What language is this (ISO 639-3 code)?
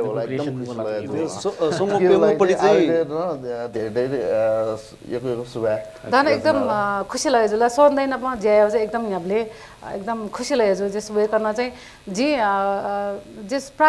new